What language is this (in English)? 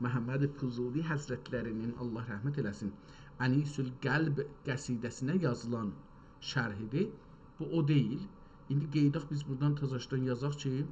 South Azerbaijani